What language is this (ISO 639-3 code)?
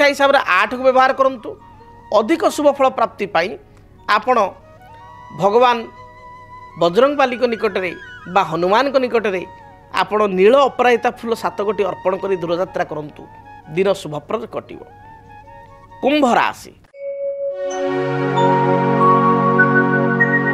ori